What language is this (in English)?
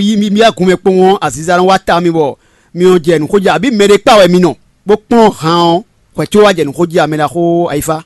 Fon